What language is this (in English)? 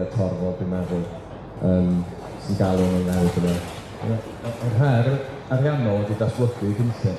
Welsh